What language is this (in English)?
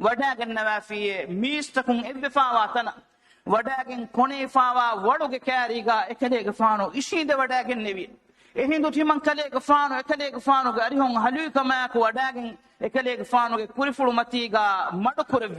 Divehi